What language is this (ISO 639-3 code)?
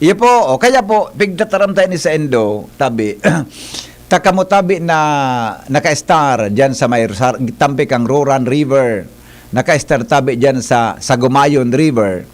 bik